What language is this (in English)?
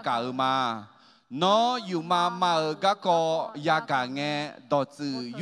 Akha